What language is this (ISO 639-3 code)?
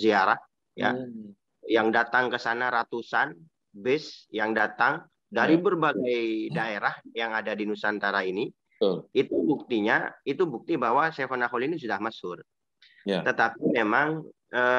ind